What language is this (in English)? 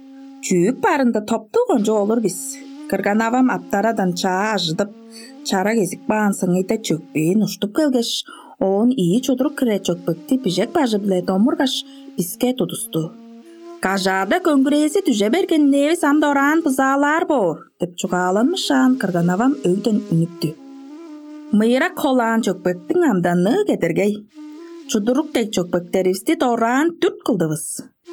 Tuvinian